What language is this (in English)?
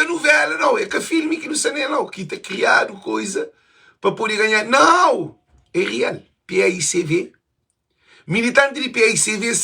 Kabuverdianu